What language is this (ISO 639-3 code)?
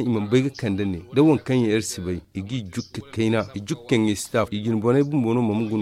dje